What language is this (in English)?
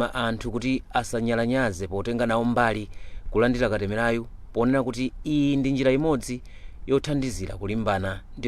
Nyanja